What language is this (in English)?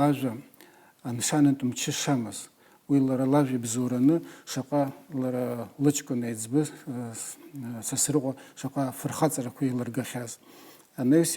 Abkhazian